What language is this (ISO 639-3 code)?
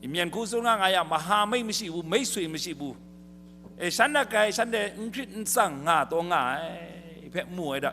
kac